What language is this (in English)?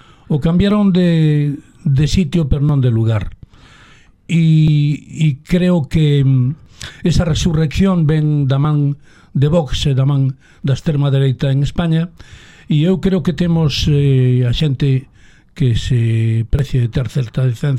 Galician